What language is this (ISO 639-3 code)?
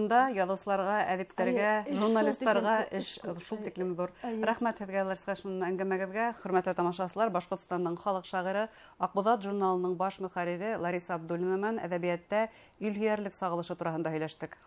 bak